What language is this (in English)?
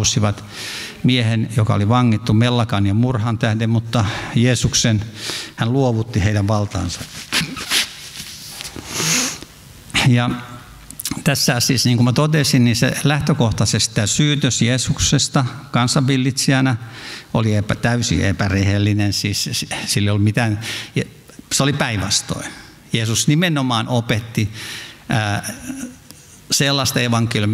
Finnish